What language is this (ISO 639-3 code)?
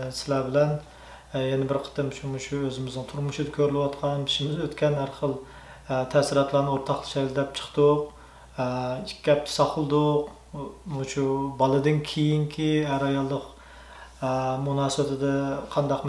uig